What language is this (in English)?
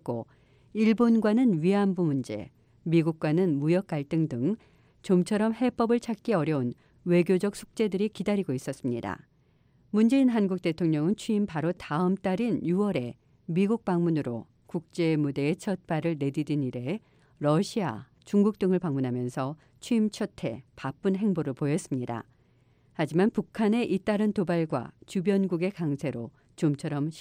Korean